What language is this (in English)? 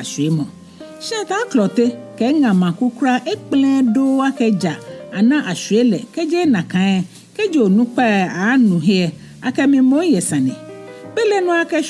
Ga